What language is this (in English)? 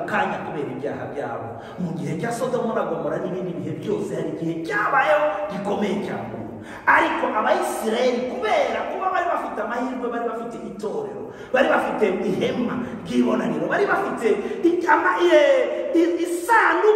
Kinyarwanda